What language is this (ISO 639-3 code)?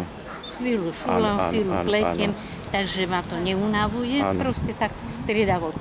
slk